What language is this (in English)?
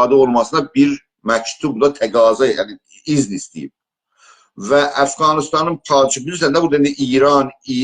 South Azerbaijani